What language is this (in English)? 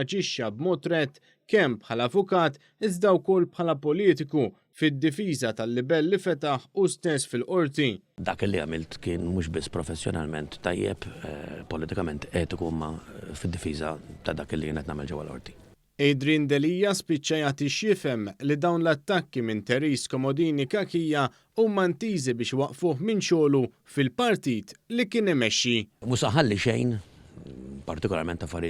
Maltese